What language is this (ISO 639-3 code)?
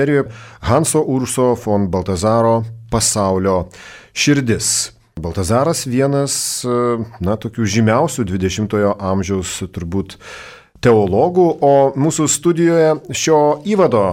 lit